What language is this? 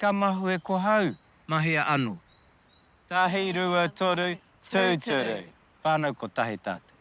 Māori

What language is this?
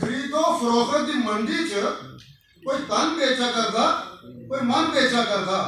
Dogri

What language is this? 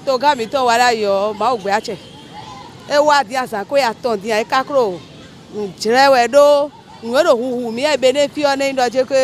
Fon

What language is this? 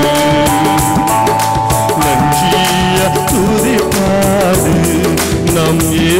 Tamil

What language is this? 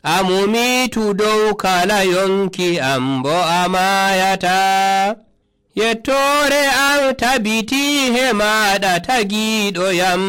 Nigerian Fulfulde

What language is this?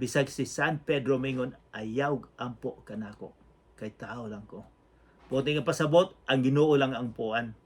Cebuano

